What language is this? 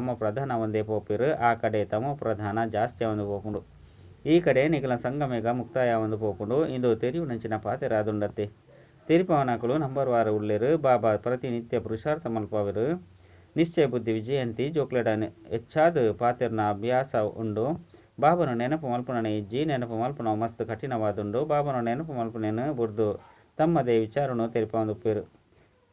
Tulu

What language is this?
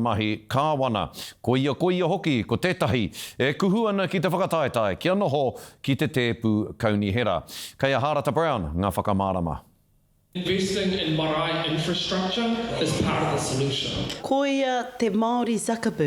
Māori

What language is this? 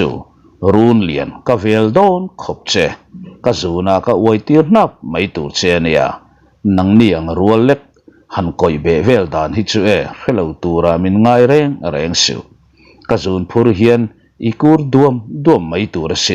Mizo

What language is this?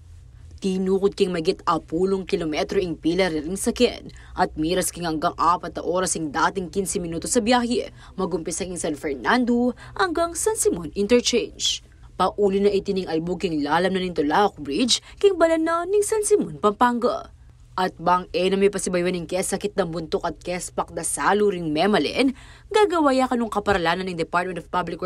Pampanga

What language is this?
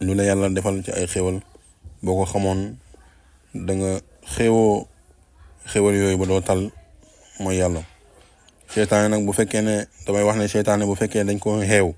Wolof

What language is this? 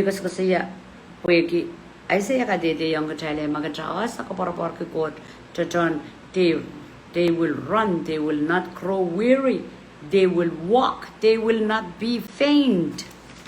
Pohnpeian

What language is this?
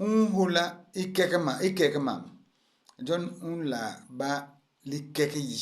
Basaa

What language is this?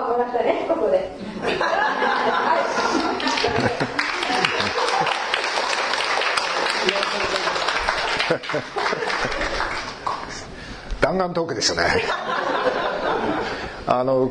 Japanese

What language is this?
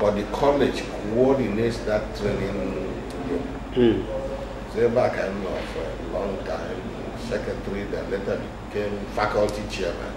Igbo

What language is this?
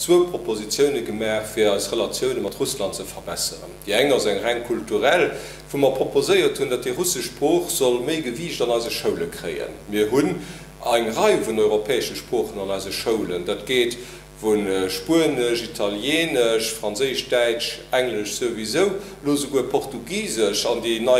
Luxembourgish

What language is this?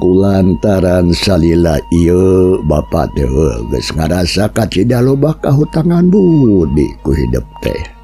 Sundanese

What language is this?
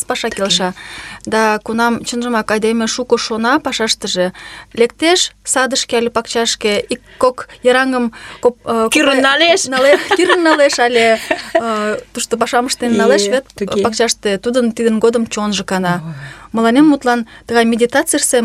Mari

